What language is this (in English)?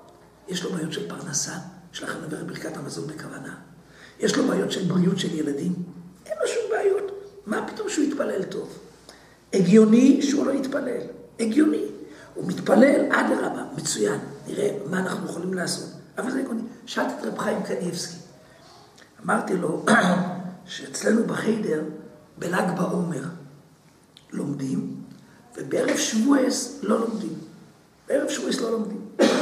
Hebrew